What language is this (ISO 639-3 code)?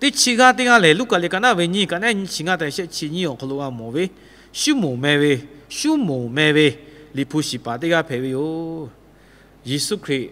lhu